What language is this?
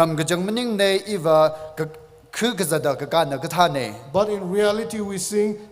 Tangkhul Naga (India)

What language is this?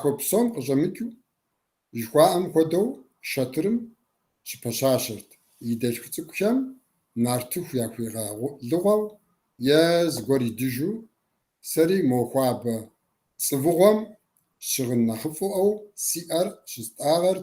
Kabardian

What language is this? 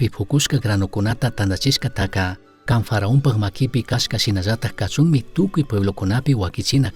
Chimborazo Highland Quichua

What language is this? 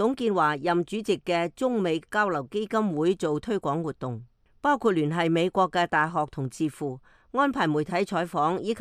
Cantonese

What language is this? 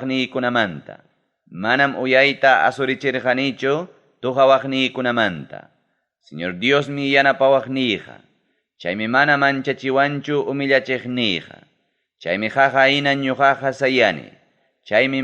Ayacucho Quechua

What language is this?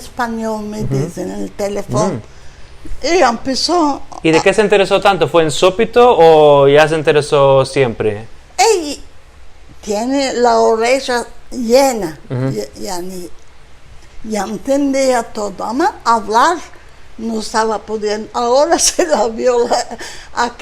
Ladino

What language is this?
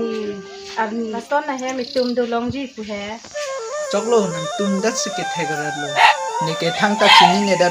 Karbi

